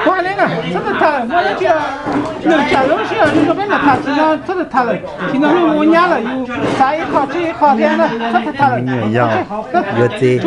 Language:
Hmong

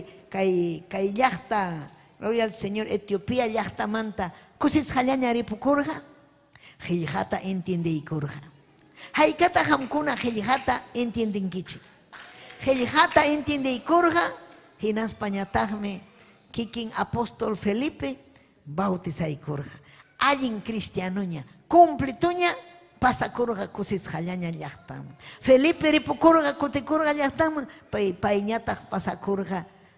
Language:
Ayacucho Quechua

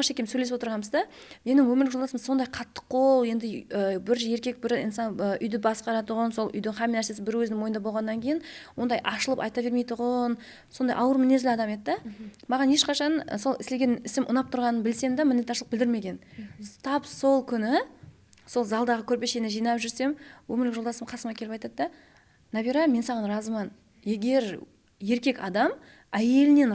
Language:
Kara-Kalpak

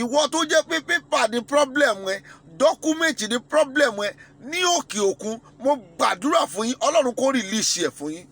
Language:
Yoruba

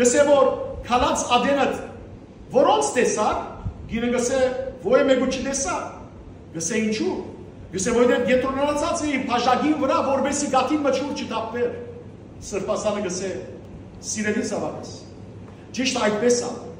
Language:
Western Armenian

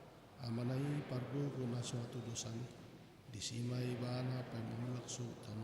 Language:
Batak Toba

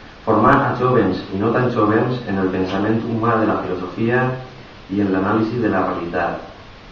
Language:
Catalan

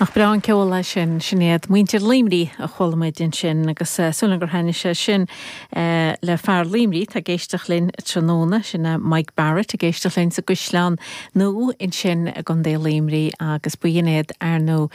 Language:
Irish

